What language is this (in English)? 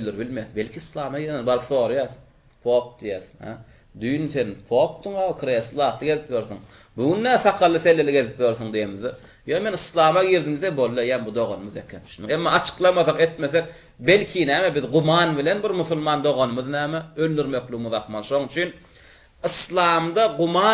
Turkmen